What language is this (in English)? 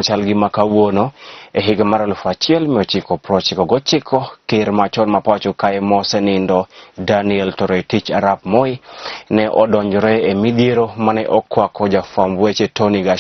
Luo (Kenya and Tanzania)